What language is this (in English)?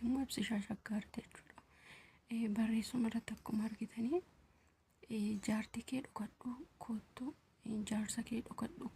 Oromo